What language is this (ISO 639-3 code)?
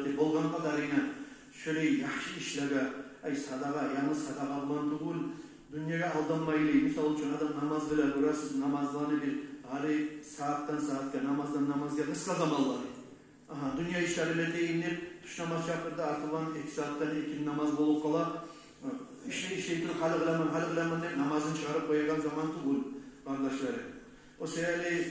kum